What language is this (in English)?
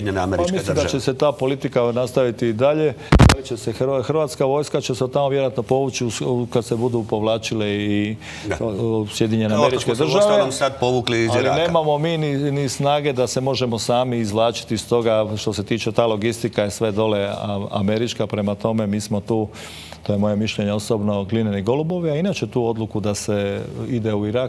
Croatian